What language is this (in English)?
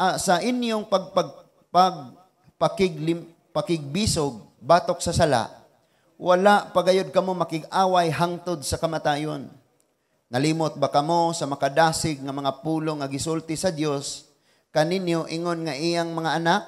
Cebuano